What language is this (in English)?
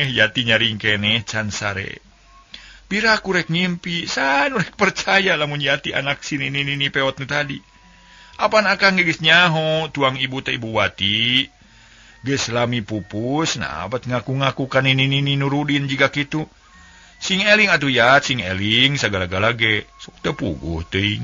Sundanese